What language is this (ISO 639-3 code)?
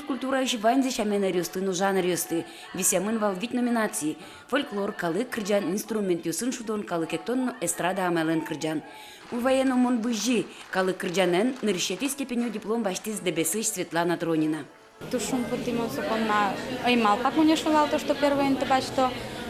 udm